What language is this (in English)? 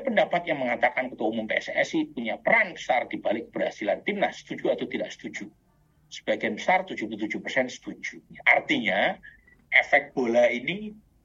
Indonesian